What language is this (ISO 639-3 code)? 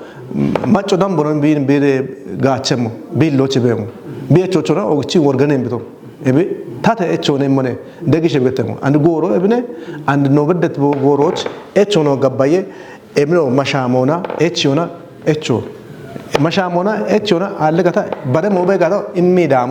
kbr